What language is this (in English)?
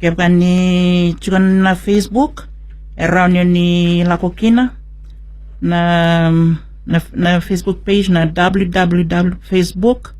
Fijian